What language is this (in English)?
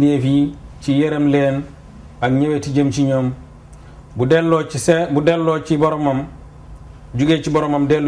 Wolof